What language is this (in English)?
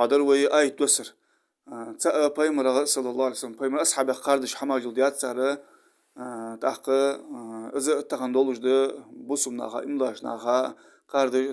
Ingush